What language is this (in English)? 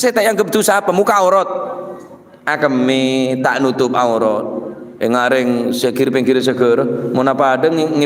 Madurese